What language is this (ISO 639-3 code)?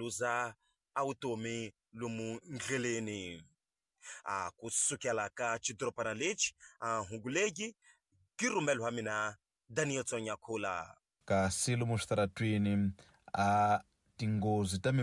tso